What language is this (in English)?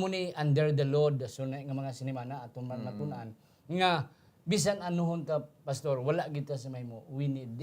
Hiligaynon